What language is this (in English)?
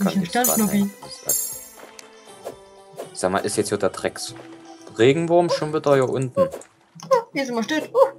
German